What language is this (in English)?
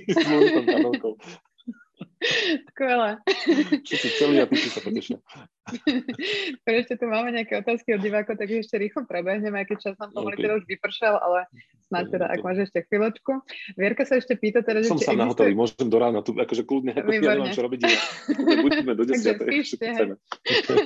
Slovak